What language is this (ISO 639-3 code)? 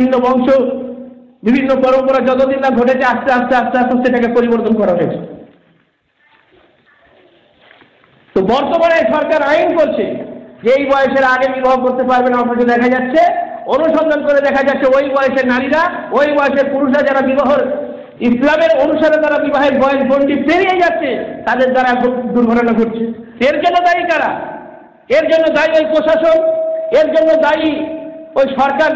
ben